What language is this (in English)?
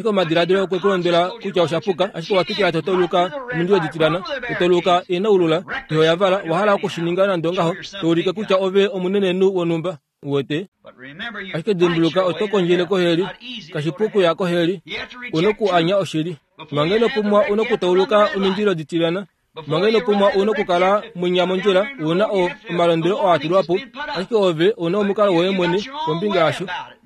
Kuanyama